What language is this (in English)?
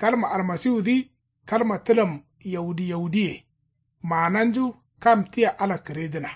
Kanuri